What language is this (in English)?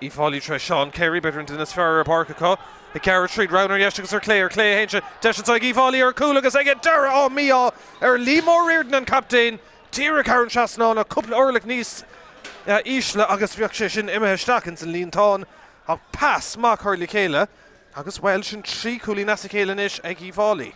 Irish